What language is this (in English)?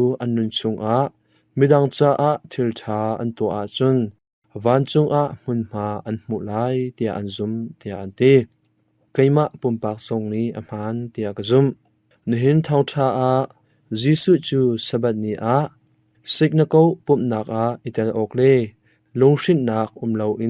Hakha Chin